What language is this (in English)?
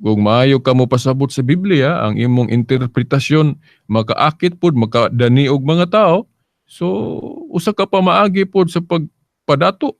Cebuano